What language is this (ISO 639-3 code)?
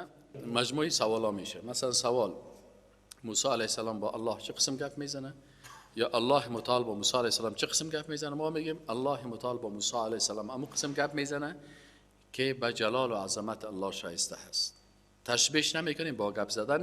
fas